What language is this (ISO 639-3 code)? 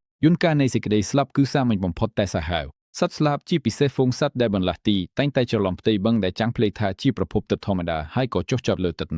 khm